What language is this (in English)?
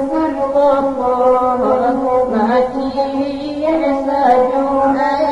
Minangkabau